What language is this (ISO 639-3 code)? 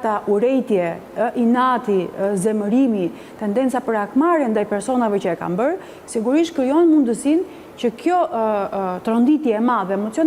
sqi